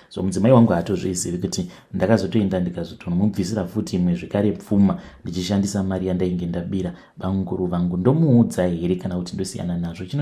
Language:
Shona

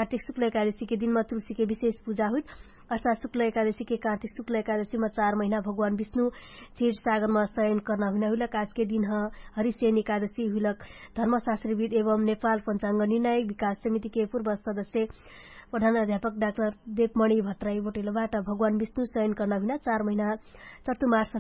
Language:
Dangaura Tharu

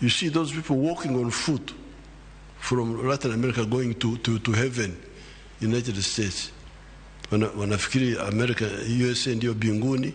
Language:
Luo (Kenya and Tanzania)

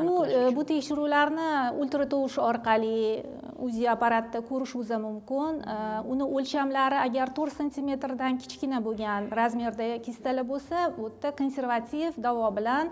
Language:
Uzbek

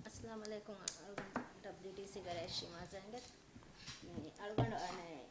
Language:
Divehi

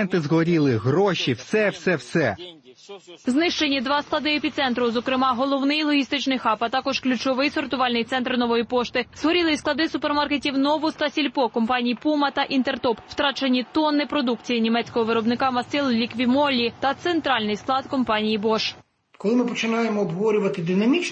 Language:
Ukrainian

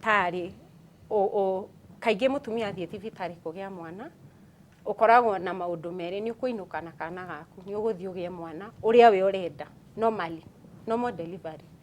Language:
Kikuyu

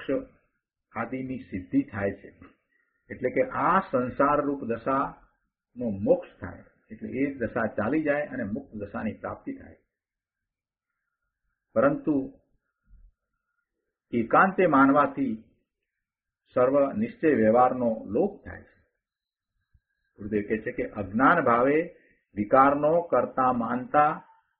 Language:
Gujarati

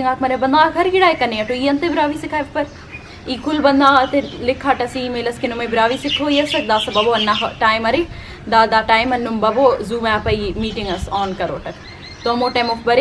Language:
Brahui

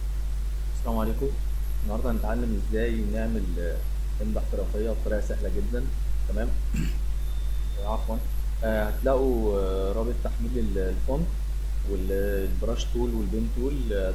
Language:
Egyptian Arabic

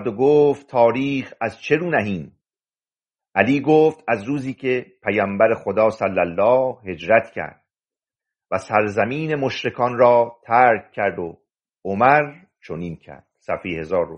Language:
Persian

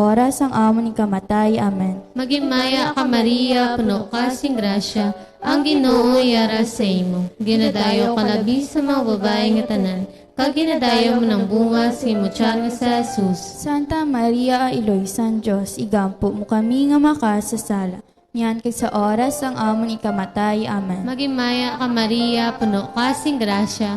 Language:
Hiligaynon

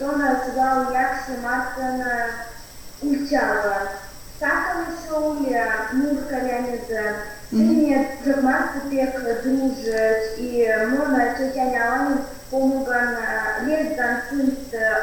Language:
Erzya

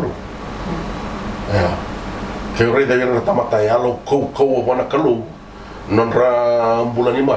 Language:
Fijian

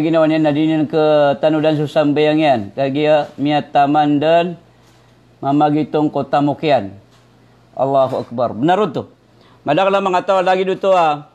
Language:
Maranao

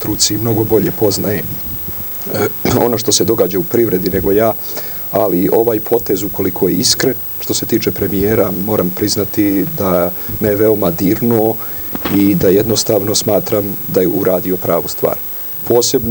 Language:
Serbian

